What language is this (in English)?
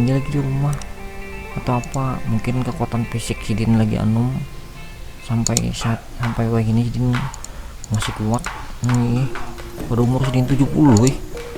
Banjar